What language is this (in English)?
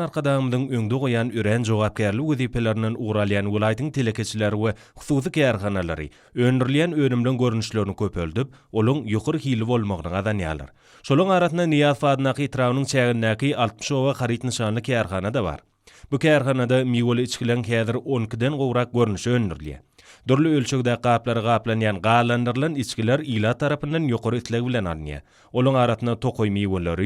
Turkmen